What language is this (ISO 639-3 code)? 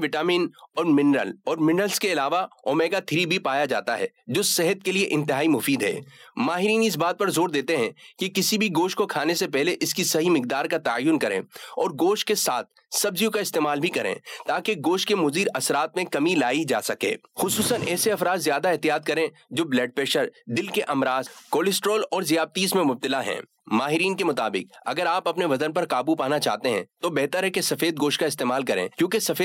urd